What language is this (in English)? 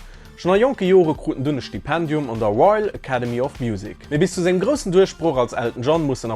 Luxembourgish